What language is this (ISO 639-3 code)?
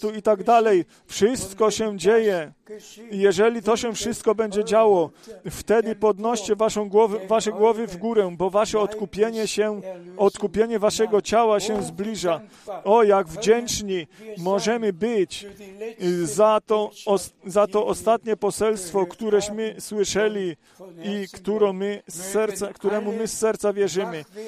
pol